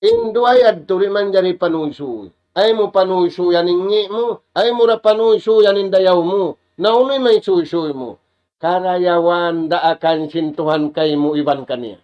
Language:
Tausug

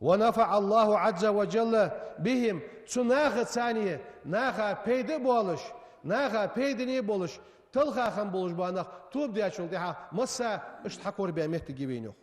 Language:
Ingush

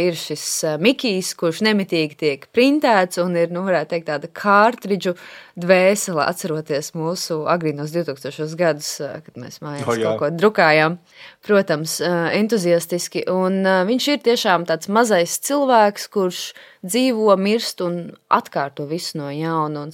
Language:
Latvian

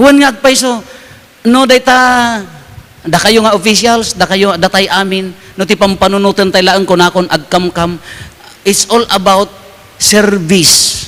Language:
Iloko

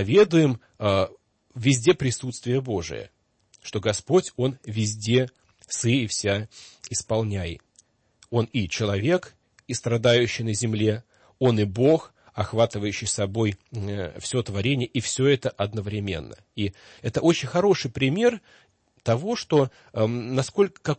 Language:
Russian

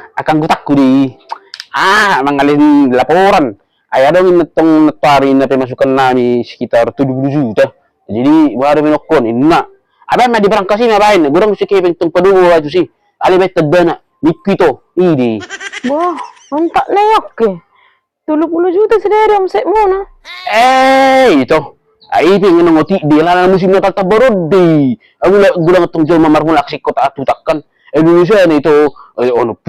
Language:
Batak Toba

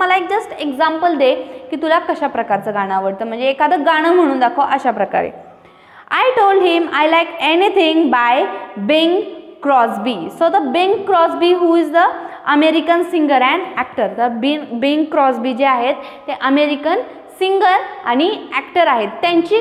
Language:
Marathi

